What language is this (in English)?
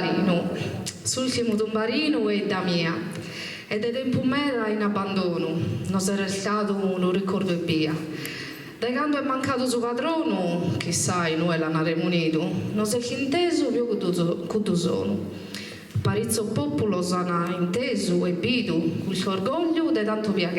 Sardinian